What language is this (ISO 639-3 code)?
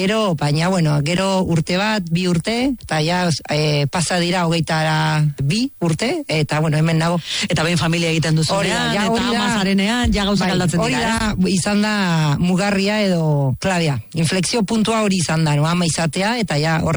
eus